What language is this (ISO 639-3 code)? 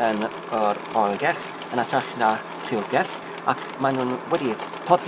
cym